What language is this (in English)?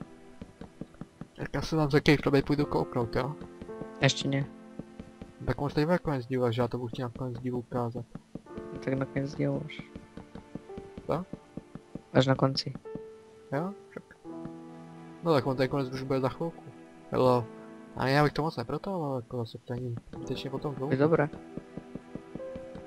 Czech